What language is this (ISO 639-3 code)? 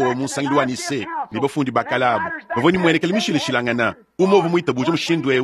lua